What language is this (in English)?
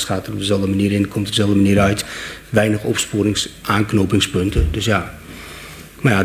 Dutch